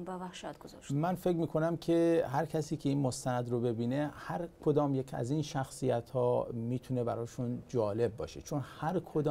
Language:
Persian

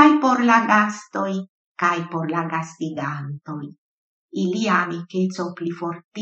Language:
Esperanto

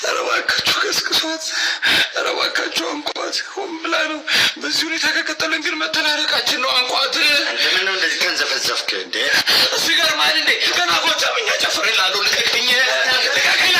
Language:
Amharic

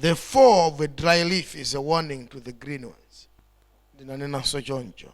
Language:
Nyanja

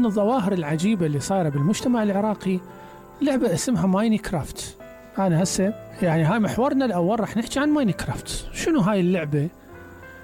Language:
Mesopotamian Arabic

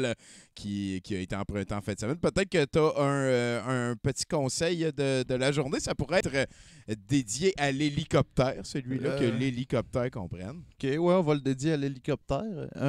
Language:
French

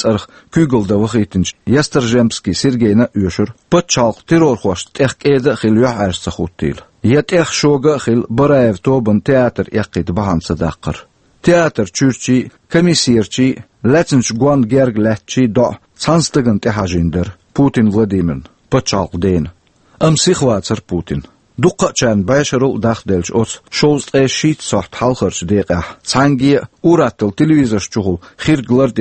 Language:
Chechen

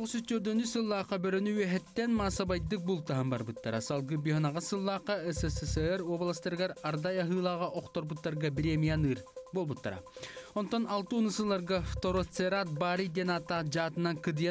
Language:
Yakut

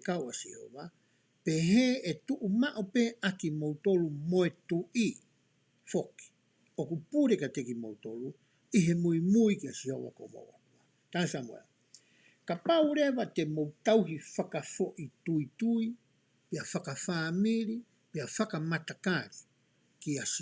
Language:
Tongan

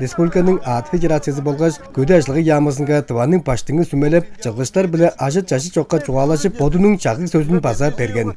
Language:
Tuvinian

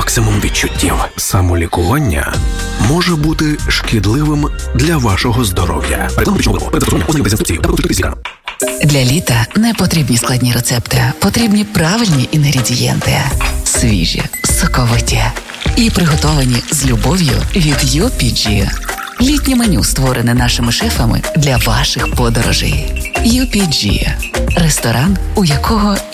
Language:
Ukrainian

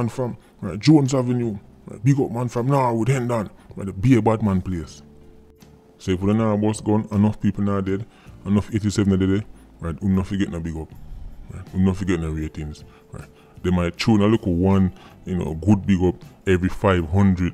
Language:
Jamaican Creole English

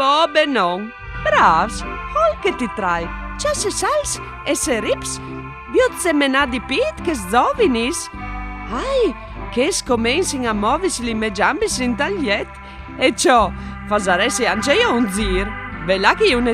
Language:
Friulian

